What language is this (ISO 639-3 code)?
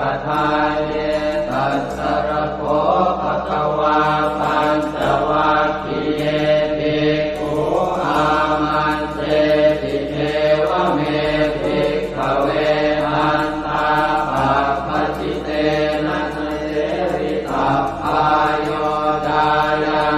pli